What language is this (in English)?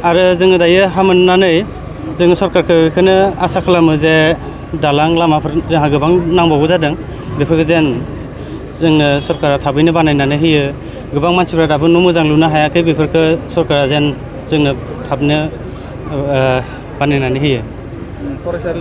Bodo